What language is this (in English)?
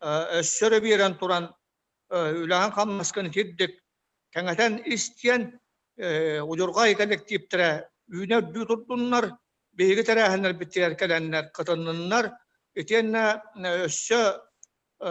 Yakut